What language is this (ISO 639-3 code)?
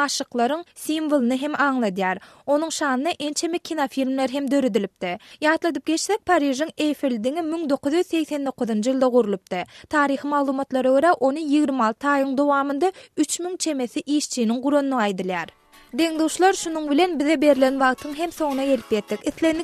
tuk